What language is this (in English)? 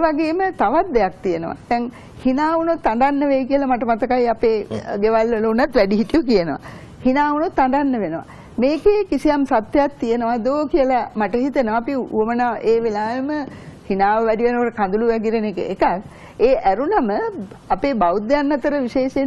Sinhala